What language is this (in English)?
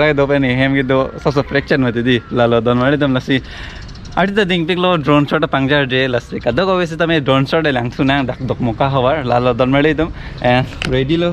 Karbi